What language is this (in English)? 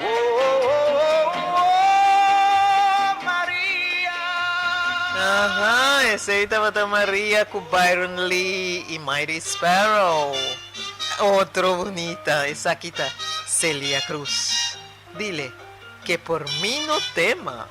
Papiamento